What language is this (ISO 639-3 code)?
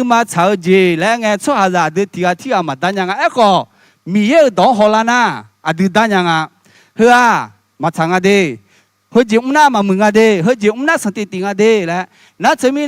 ahk